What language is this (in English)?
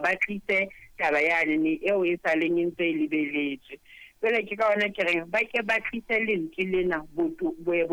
Southern Sotho